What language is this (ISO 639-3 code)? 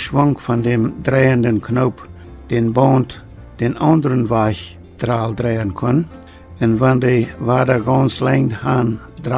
pdt